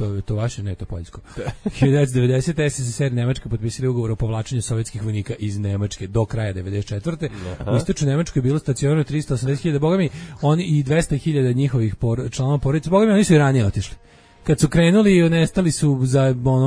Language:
Serbian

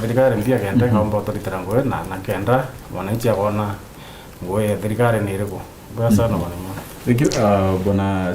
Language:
Meru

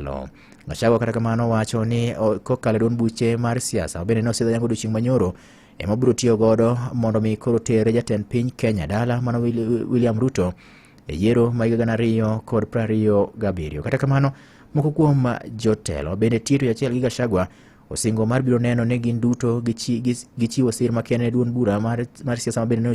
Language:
Luo (Kenya and Tanzania)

